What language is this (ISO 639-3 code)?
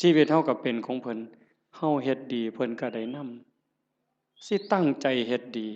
tts